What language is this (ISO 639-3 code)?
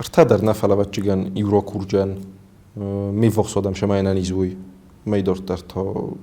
oss